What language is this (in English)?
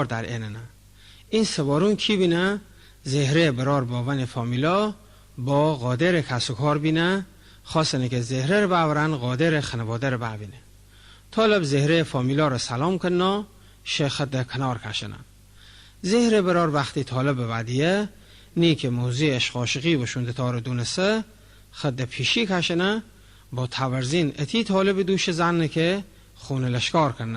Mazanderani